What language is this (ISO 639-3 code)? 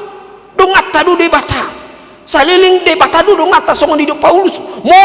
bbc